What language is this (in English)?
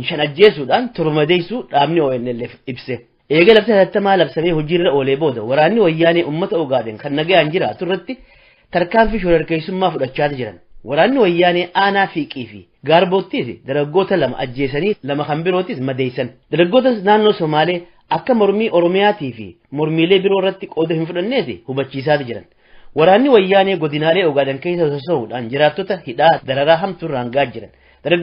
Oromo